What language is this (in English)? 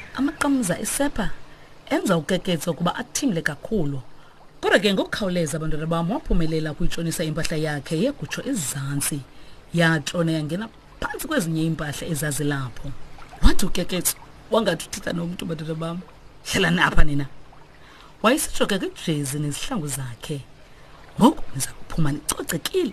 Xhosa